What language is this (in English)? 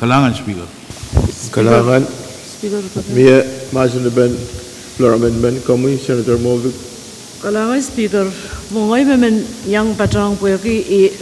Pohnpeian